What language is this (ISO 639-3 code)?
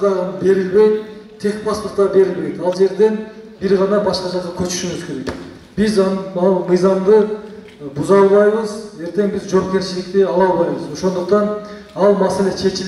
kir